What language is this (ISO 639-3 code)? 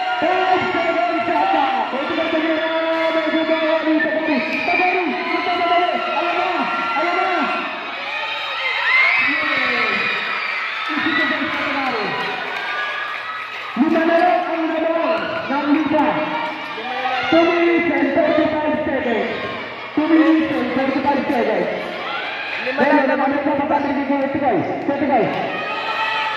fil